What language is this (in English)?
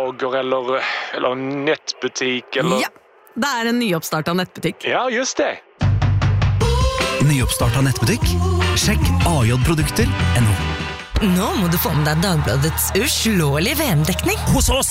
Norwegian